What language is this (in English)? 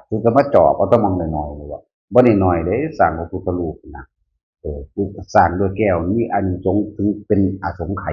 Northeastern Thai